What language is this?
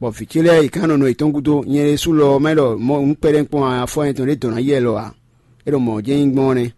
Fon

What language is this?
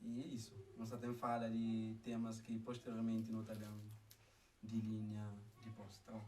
Kabuverdianu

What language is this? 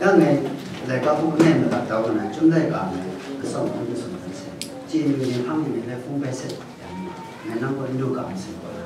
Kachin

